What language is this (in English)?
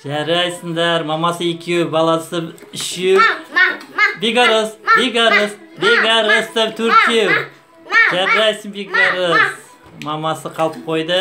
Kazakh